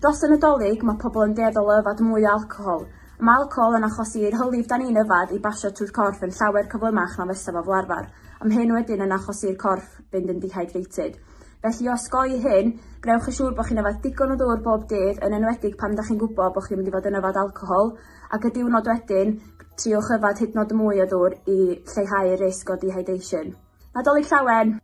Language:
Welsh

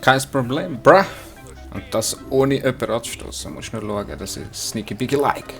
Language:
Swiss German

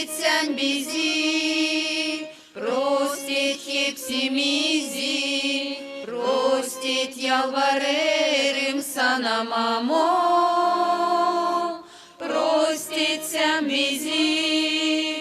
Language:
Gagauz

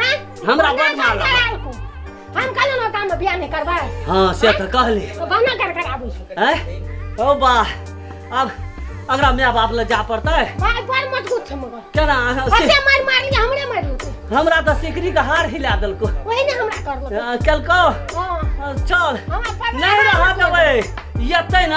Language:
Maithili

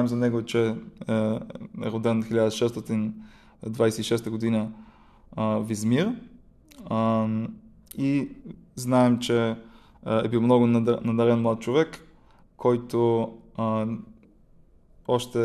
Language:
Bulgarian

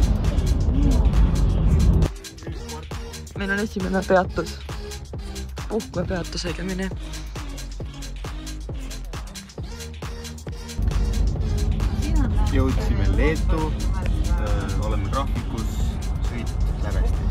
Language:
Estonian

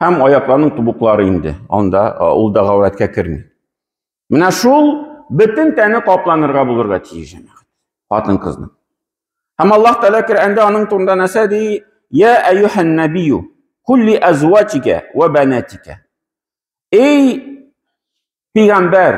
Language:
Tatar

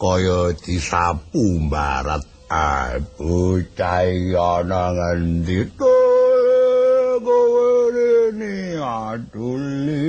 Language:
Javanese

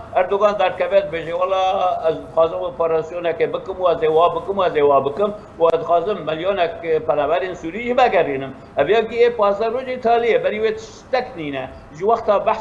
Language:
Kurdish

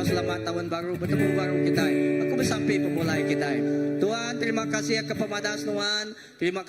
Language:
Iban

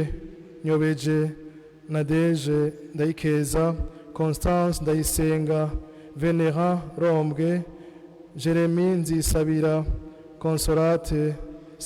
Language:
Rundi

